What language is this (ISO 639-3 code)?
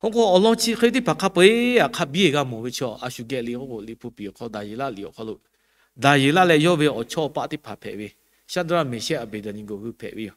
lhu